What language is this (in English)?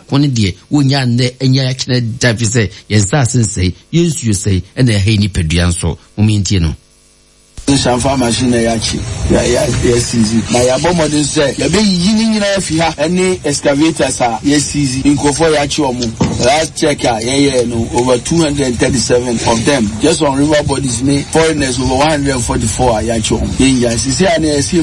Akan